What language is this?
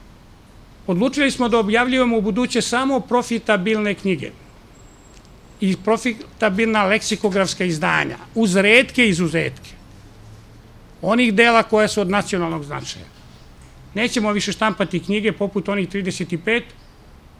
Serbian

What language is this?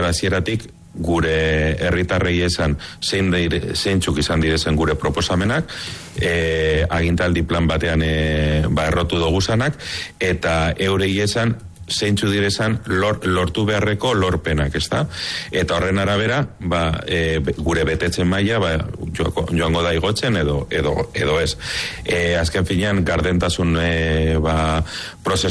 Basque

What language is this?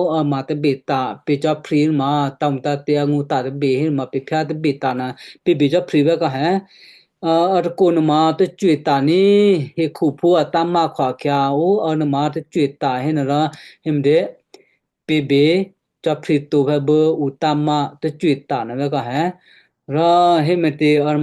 Western Kayah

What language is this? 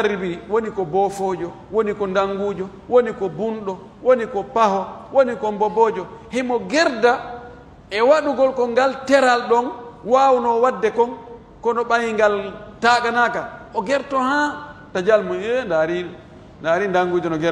Pular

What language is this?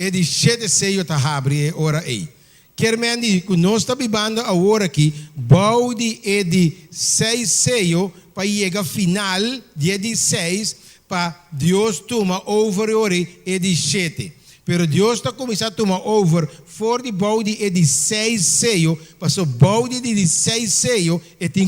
Papiamento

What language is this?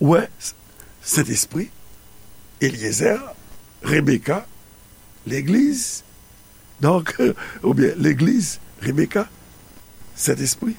Haitian Creole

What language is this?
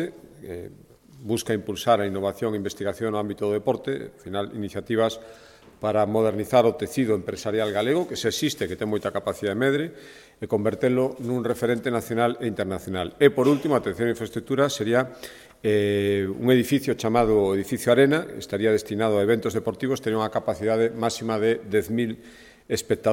Galician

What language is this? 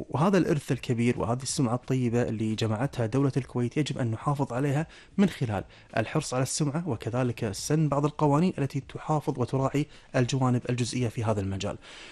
Gulf Arabic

